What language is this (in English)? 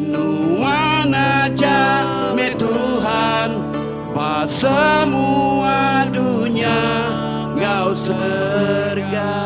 Iban